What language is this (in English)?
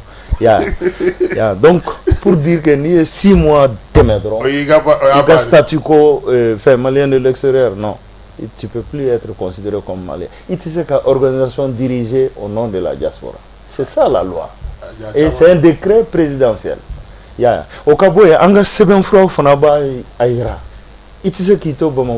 Bambara